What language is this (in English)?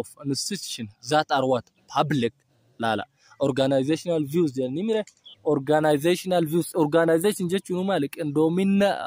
Oromo